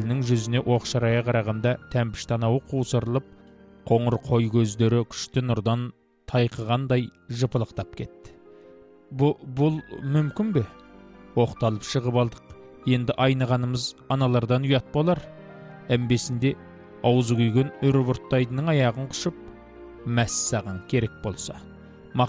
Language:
Kazakh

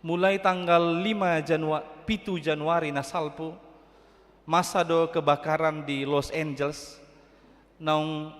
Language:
Batak Toba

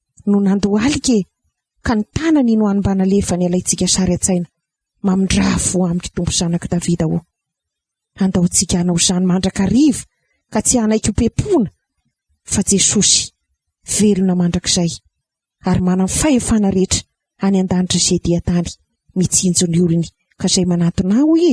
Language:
Malagasy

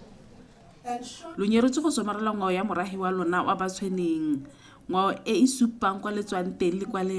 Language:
Tswana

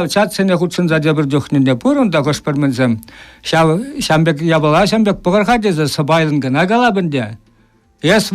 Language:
Chuvash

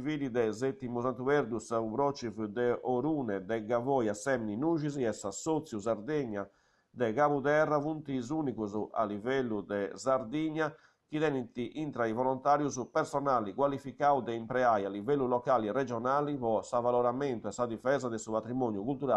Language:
Sardinian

